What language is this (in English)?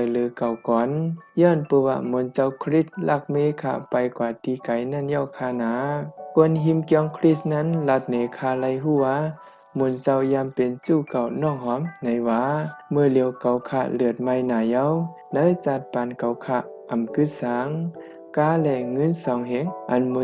Shan